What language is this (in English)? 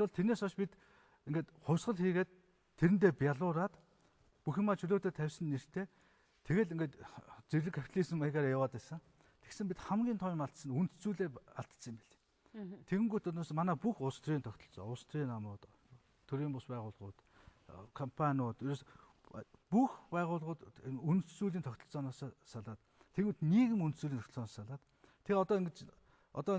Mongolian